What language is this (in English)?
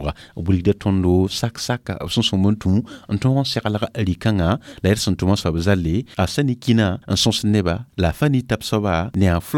Mossi